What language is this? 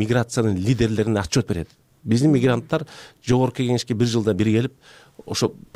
Kyrgyz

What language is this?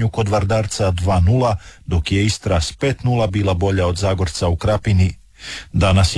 Croatian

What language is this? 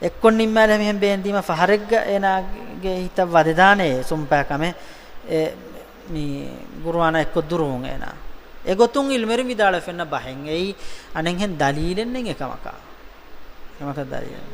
Divehi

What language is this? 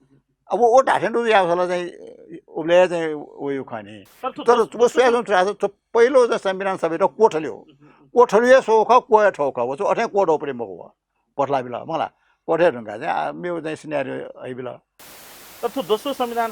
Newari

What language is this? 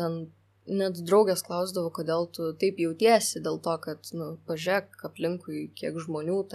Lithuanian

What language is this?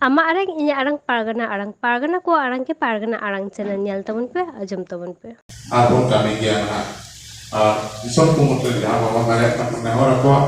Santali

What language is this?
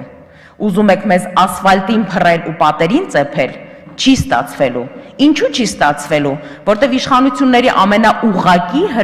Armenian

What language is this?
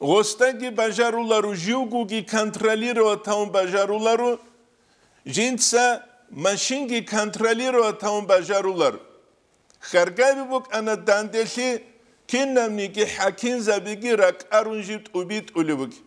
Avaric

